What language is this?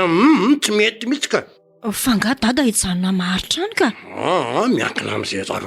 Malagasy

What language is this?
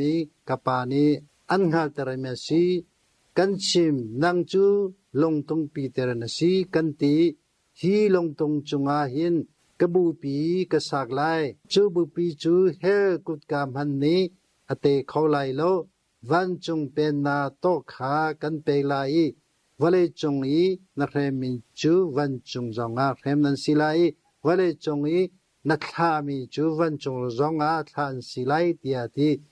Hakha Chin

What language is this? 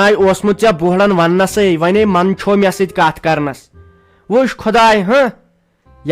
Kashmiri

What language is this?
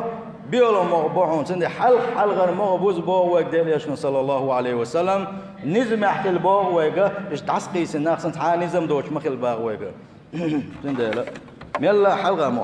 Chechen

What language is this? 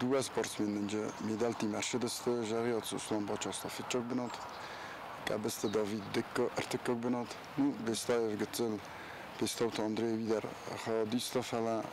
Ossetic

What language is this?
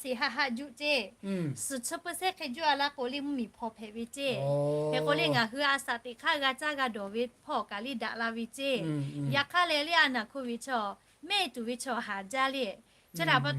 Lahu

